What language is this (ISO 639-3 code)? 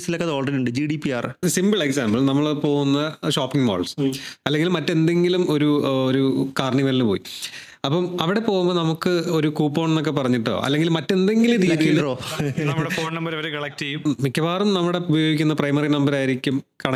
mal